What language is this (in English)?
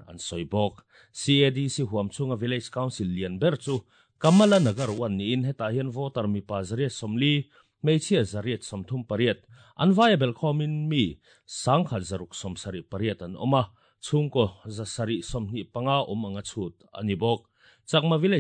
Mizo